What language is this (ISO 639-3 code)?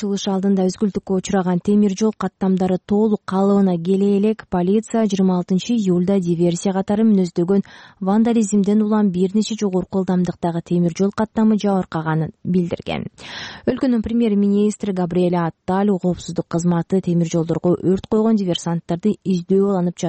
kir